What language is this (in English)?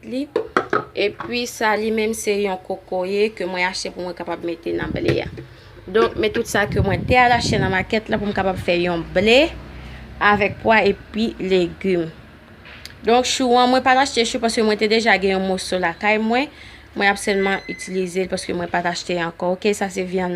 Haitian Creole